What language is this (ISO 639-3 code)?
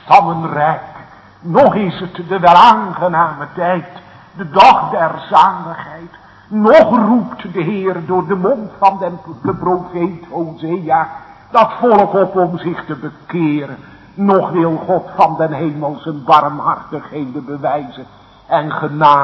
nld